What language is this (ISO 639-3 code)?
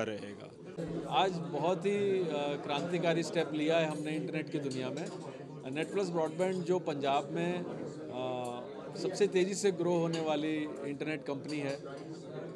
hin